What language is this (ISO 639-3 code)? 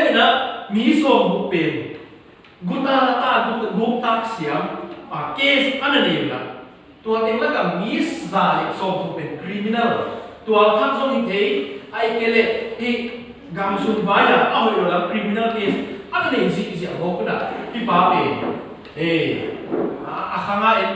ctd